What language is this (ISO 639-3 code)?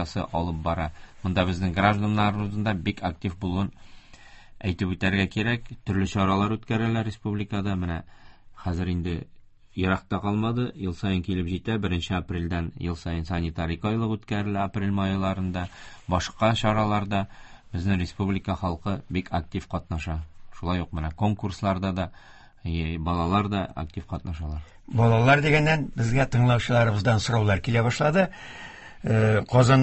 tat